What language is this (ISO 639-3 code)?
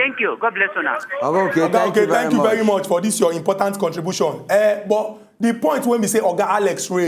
pcm